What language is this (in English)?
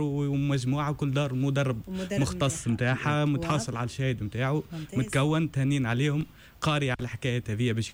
Tunisian Arabic